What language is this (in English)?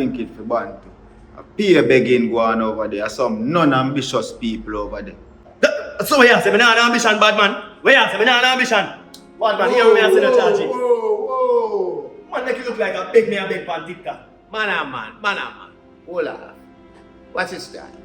Jamaican Creole English